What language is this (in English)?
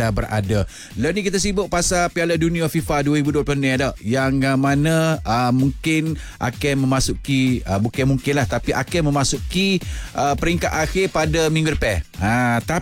Malay